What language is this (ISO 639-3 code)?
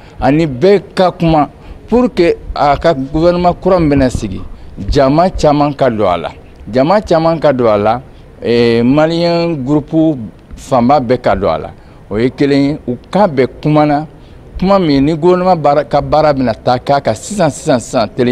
bam